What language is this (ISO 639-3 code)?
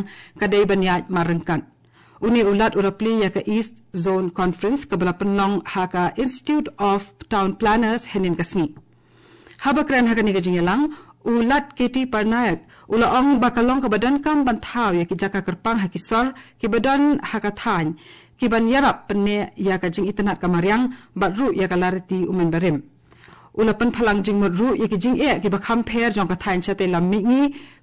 kha